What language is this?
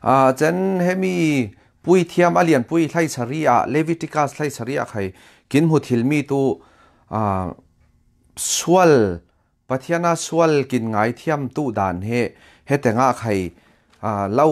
Falam Chin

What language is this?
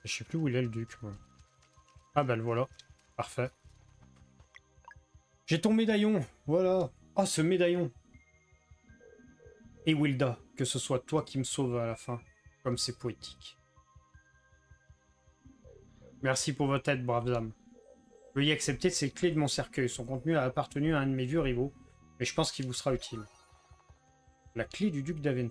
French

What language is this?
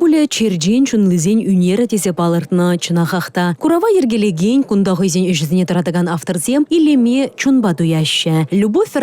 Chuvash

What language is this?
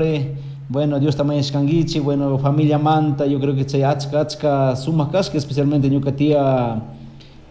Chimborazo Highland Quichua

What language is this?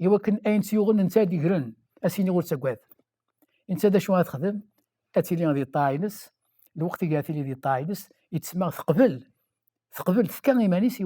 Kabyle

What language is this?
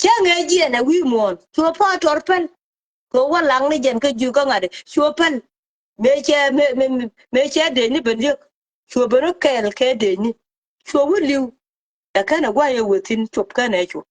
Nuer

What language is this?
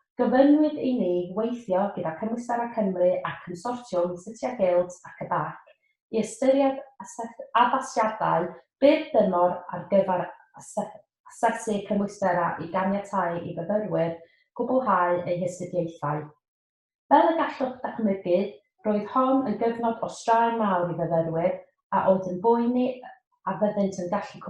Welsh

